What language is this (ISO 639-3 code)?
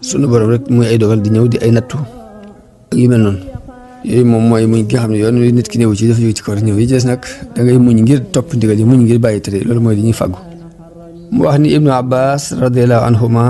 wol